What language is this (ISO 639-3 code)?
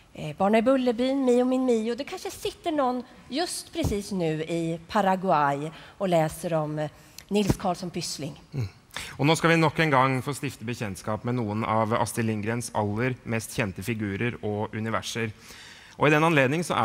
nor